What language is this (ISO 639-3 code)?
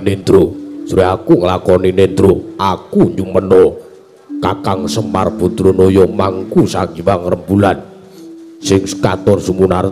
jav